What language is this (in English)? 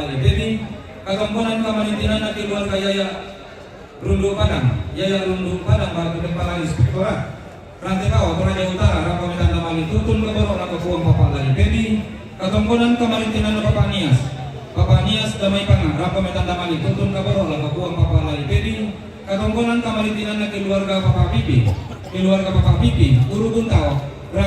Toraja-Sa'dan